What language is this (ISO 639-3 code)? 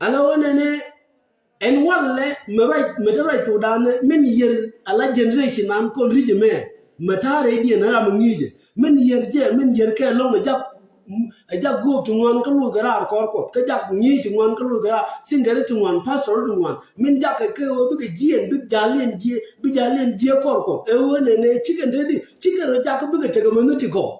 nus